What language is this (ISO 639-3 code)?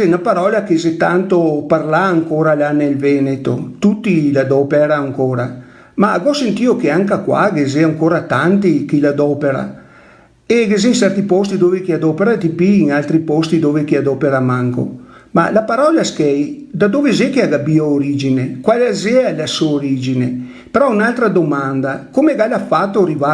vec